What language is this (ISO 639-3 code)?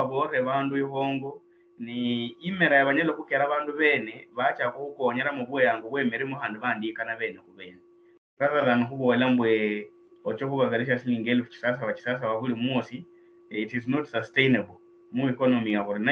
luy